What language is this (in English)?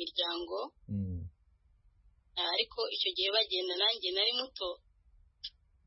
Kinyarwanda